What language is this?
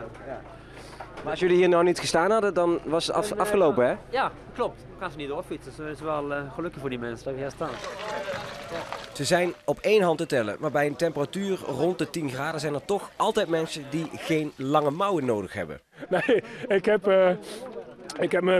Dutch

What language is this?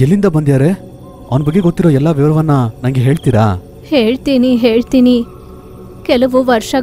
Kannada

